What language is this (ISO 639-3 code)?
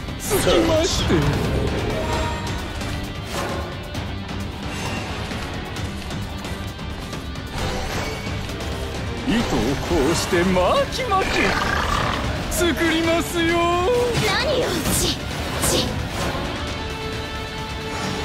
jpn